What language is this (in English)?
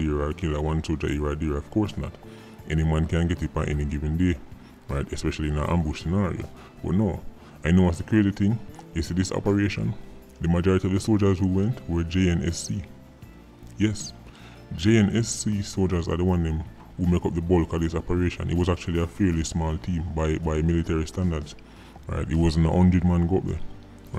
Jamaican Creole English